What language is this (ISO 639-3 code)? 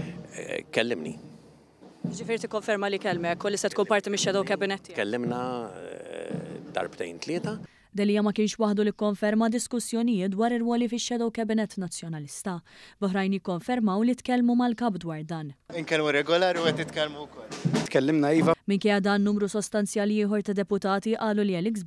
mlt